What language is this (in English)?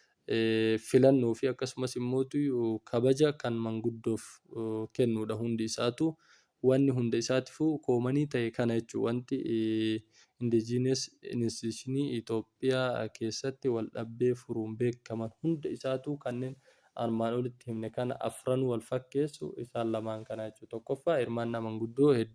Oromo